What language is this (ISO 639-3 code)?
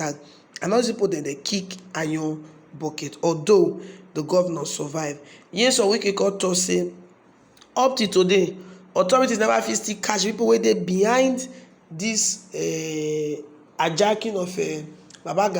pcm